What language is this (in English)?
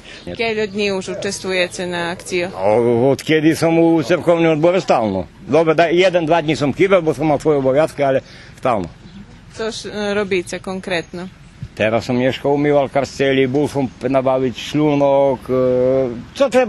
Rusyn